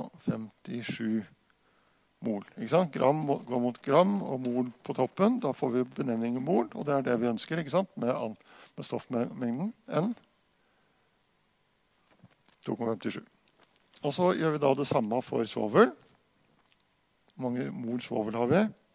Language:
Norwegian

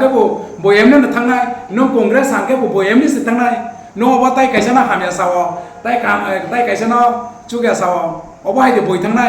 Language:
Riang (India)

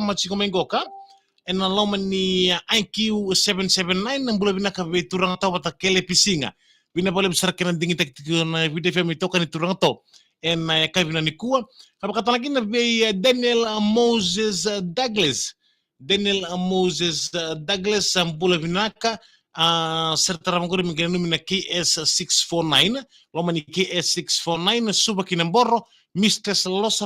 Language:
Fijian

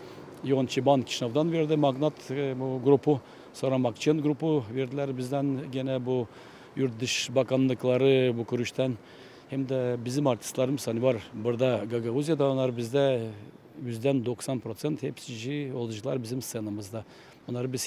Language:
Gagauz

